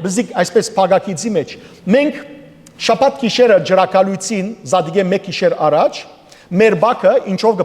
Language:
Western Armenian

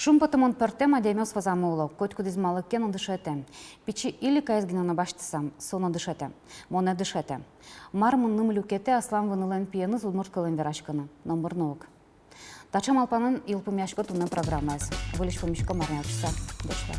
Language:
Udmurt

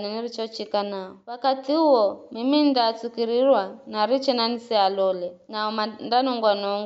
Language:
Giryama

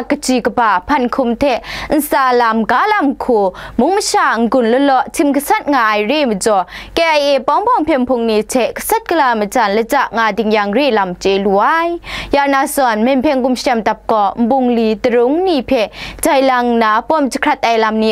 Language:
Kachin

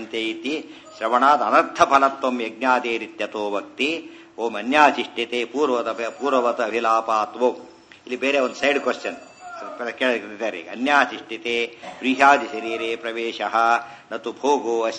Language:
Kannada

